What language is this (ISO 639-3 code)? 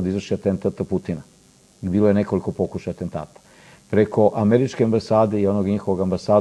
srp